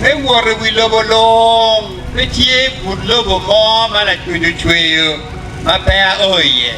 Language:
Acoli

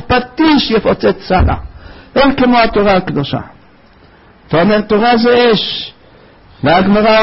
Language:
Hebrew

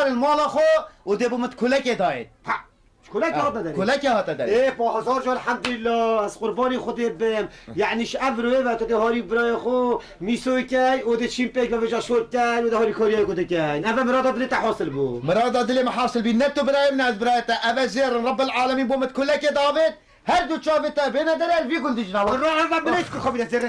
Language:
Kurdish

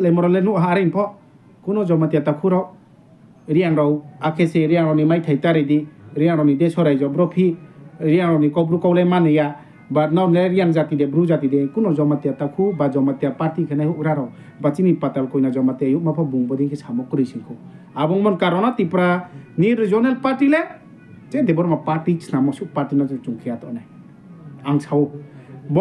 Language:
Riang (India)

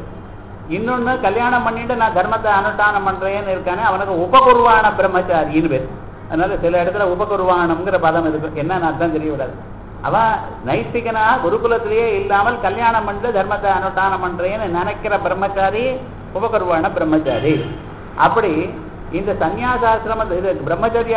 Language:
Tamil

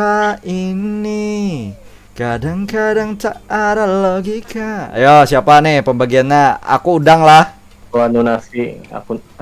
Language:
Banjar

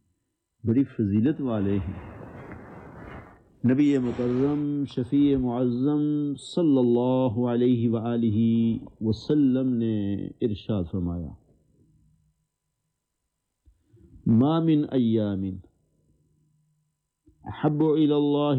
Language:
Urdu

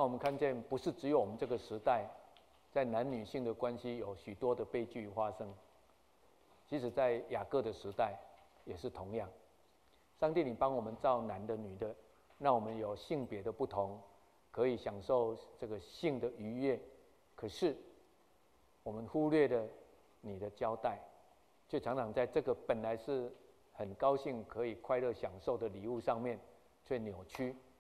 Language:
Chinese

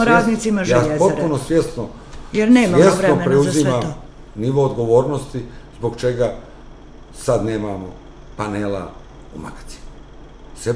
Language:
Serbian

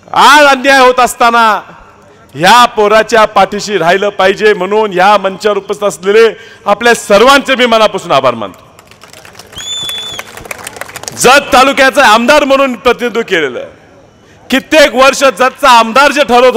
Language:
Marathi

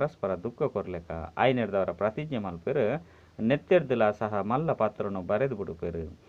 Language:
Tulu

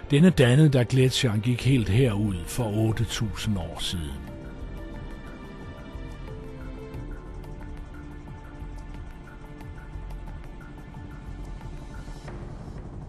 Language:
Danish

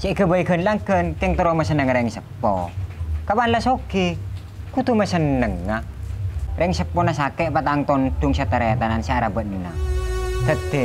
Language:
Madurese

